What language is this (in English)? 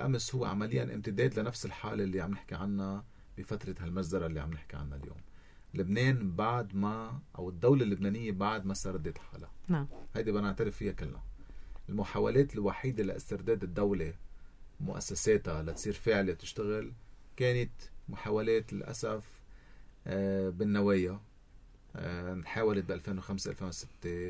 North Levantine Arabic